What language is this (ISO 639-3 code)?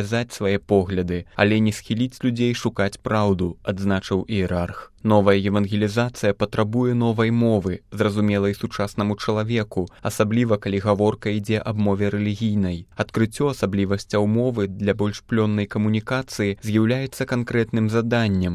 bel